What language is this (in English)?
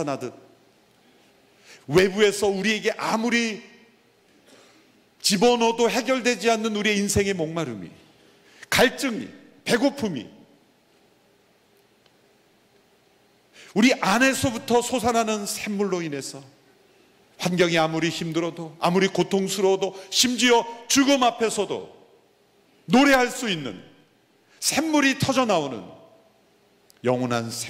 Korean